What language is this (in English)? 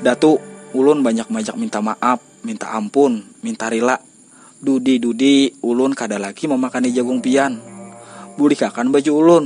Banjar